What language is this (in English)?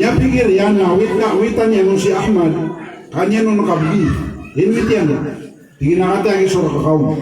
Maranao